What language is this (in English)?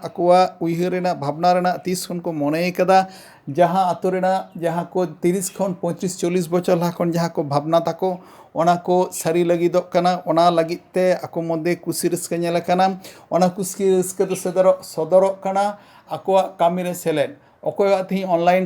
Santali